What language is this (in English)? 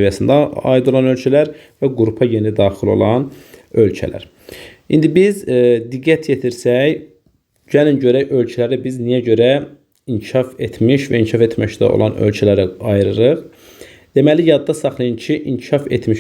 Azerbaijani